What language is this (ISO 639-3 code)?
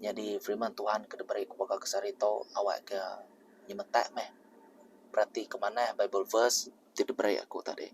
iba